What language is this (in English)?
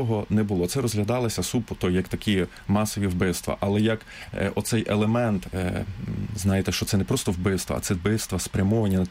Ukrainian